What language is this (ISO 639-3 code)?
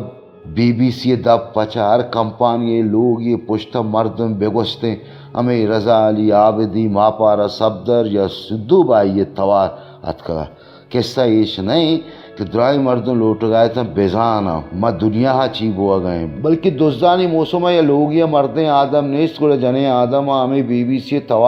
bal